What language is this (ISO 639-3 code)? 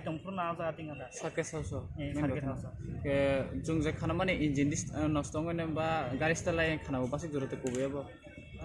ria